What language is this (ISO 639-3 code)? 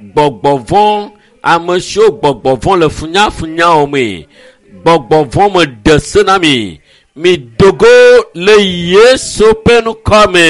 ewe